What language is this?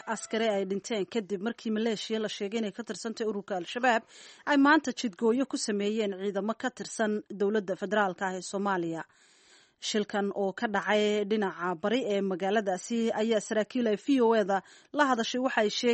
Somali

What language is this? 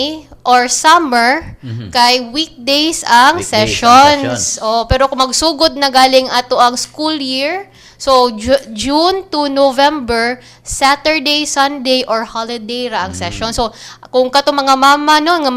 Cebuano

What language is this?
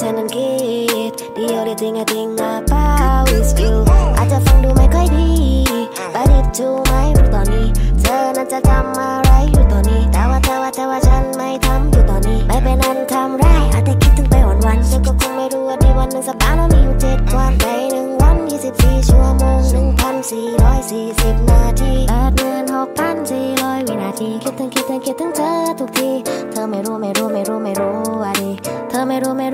Thai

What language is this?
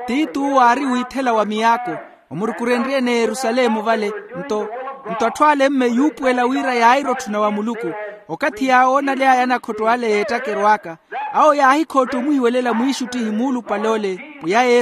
Makhuwa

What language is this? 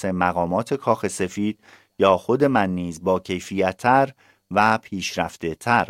Persian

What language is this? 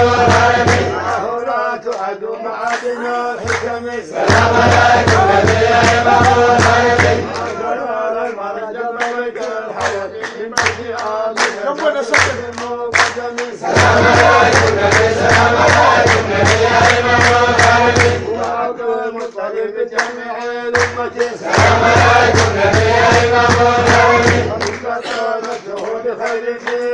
Arabic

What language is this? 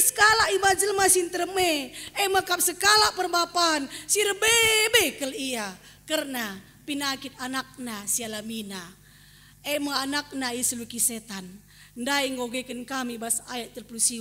Batak Karo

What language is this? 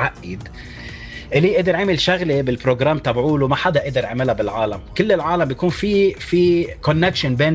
North Levantine Arabic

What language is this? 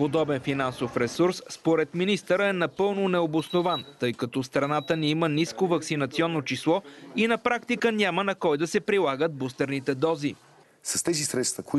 Bulgarian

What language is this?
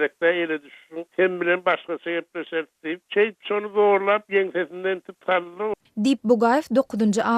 Turkmen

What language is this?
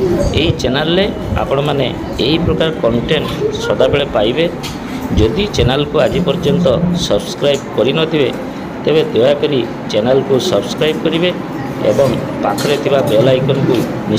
Odia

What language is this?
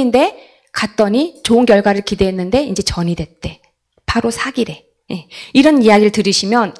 Korean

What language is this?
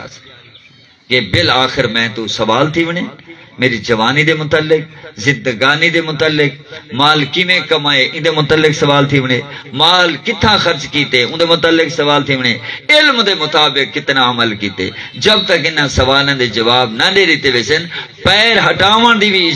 Saraiki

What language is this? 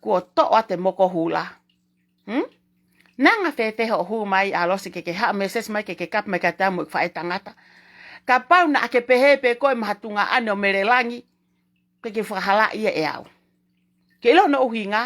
Tongan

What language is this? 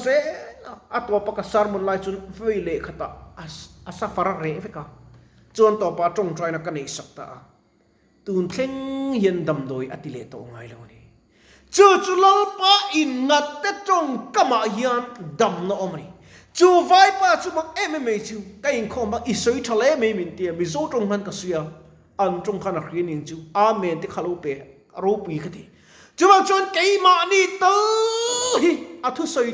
Mizo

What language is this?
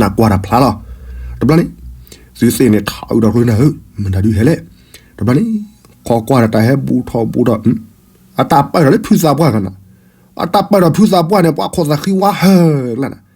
S'gaw Karen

